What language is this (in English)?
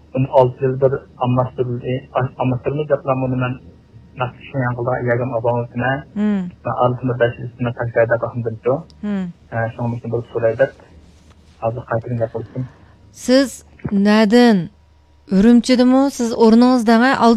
Uyghur